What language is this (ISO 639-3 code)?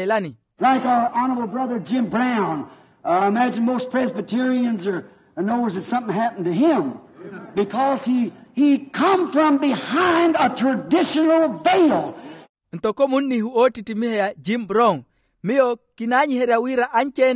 vmw